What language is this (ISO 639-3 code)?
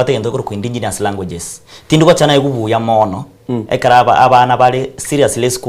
guz